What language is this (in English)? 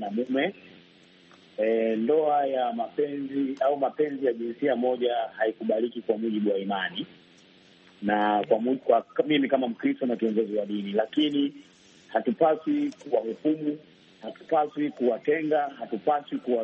Swahili